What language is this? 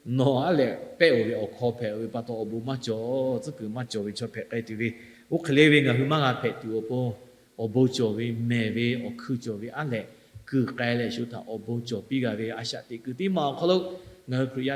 Lahu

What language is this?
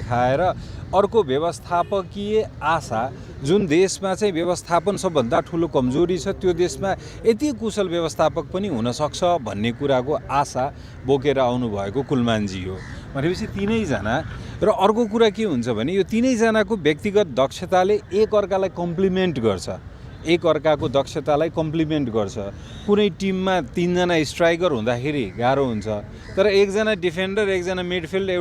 Nepali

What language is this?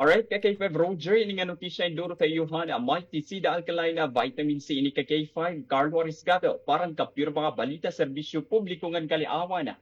Waray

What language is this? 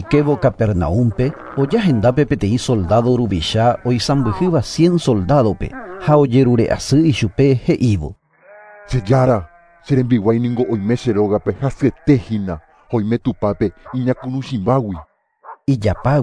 Guarani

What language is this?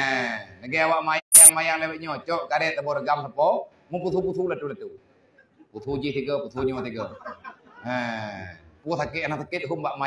Achinese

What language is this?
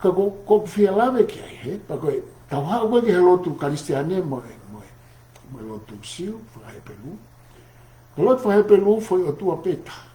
Tongan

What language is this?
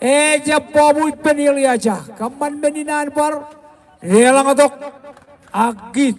Marshallese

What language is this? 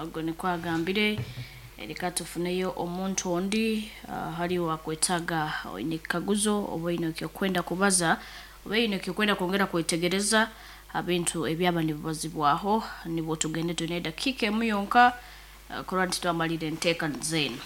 Nyankole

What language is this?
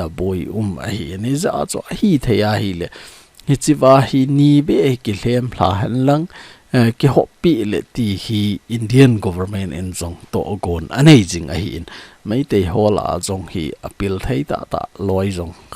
Thado Chin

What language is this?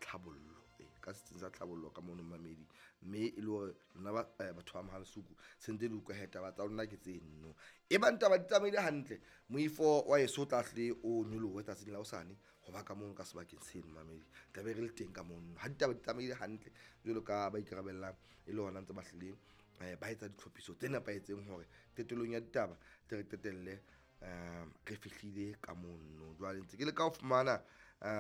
Southern Sotho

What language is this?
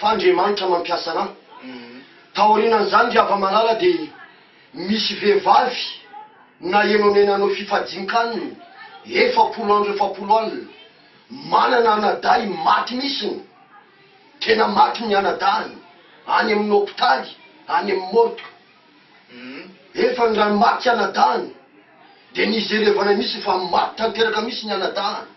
Malagasy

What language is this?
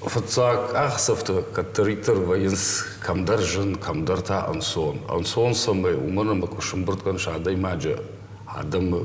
Ossetic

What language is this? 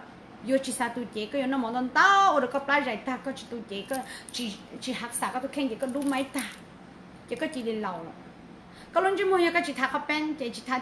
Hmong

